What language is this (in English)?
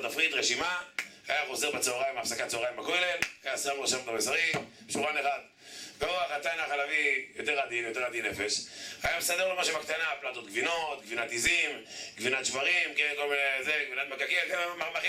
Hebrew